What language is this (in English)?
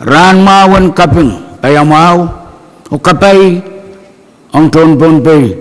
Pohnpeian